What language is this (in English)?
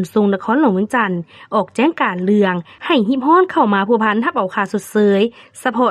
Lao